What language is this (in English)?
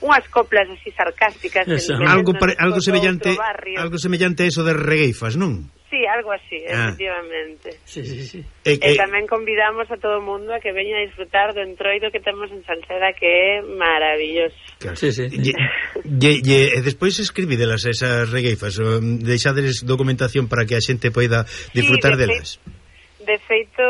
Galician